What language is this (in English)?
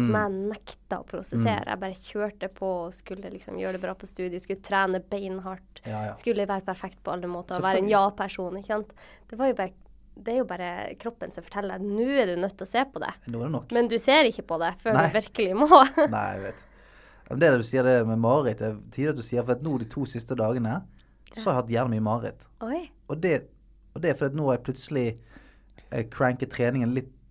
Norwegian